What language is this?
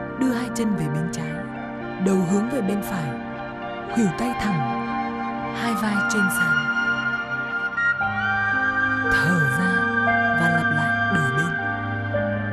Vietnamese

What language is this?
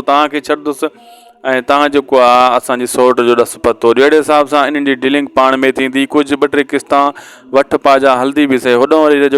Sindhi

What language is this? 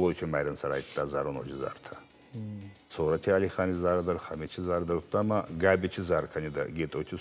Ossetic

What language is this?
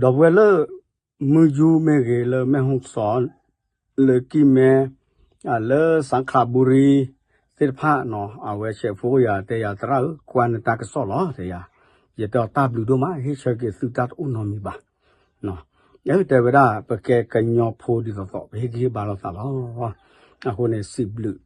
S'gaw Karen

